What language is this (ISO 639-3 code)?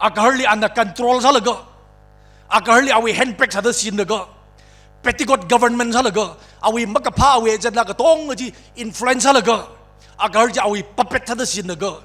nmf